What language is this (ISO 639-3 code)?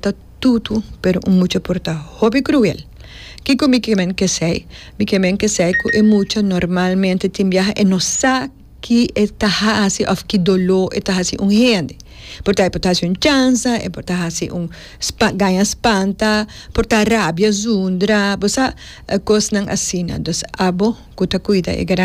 pap